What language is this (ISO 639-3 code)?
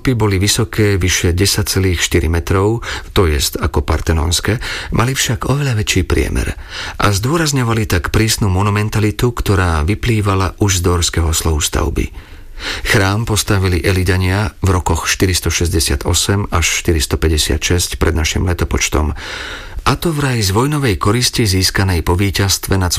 slk